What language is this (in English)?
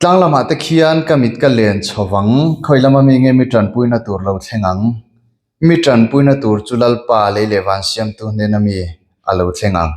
Mizo